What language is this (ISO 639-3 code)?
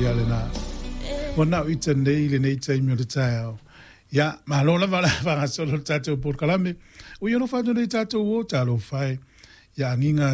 smo